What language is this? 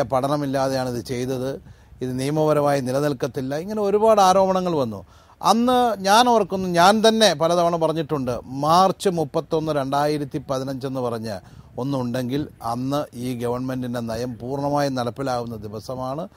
Malayalam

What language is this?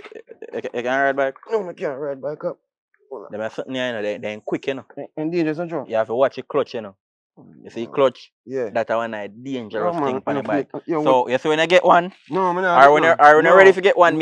Jamaican Creole English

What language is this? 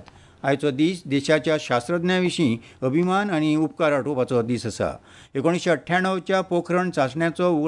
Konkani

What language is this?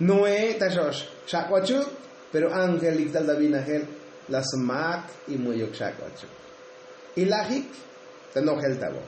Tzotzil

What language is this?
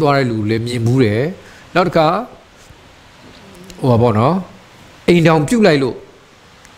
Burmese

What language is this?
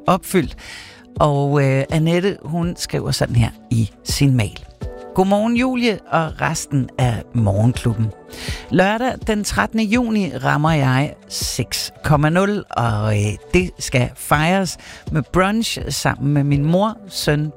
Danish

